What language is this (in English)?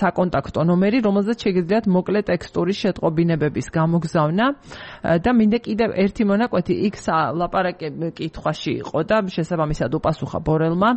Georgian